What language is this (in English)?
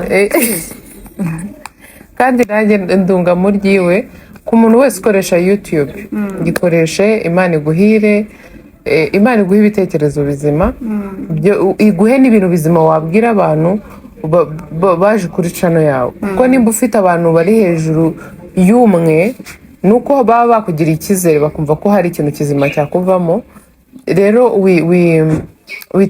Kinyarwanda